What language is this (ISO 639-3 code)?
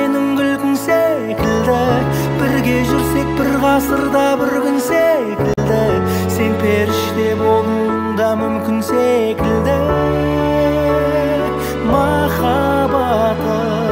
kaz